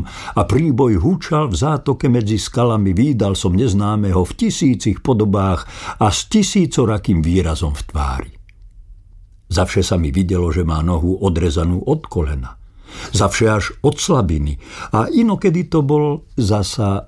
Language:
Slovak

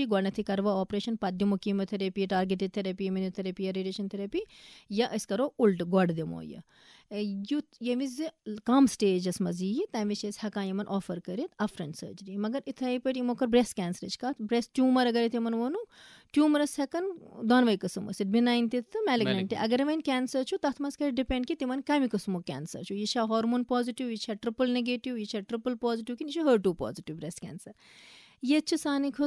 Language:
Kashmiri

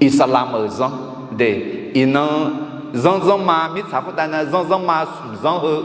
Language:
Akha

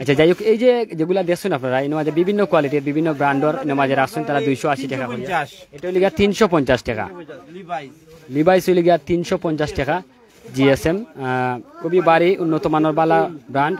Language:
Sylheti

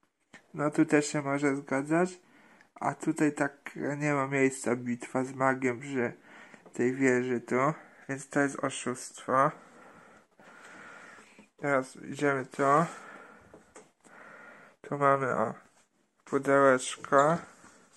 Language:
Polish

